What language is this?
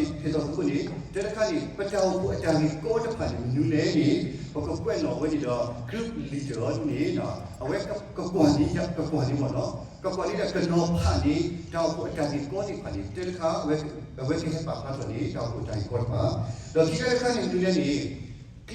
S'gaw Karen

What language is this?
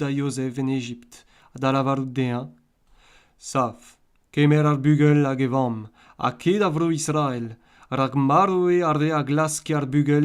Breton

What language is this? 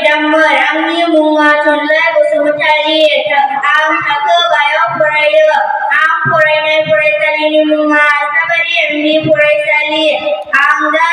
Bodo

